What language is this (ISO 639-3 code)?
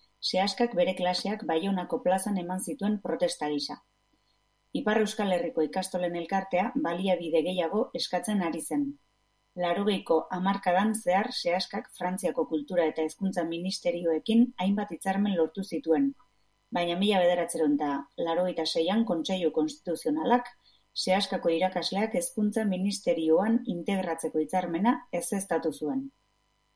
eus